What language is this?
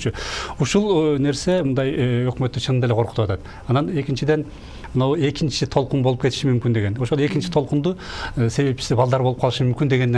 Kyrgyz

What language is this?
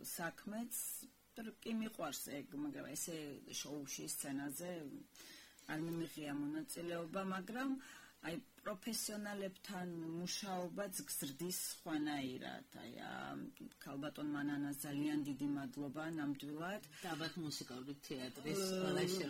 Georgian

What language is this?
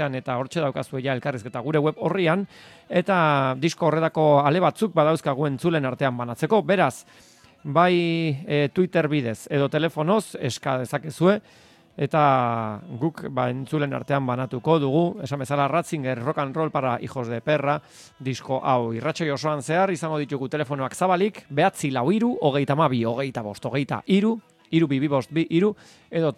Basque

